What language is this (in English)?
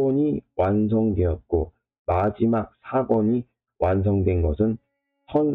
Korean